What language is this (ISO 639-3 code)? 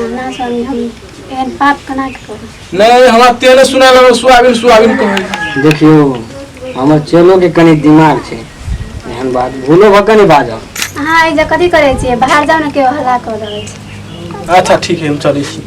mai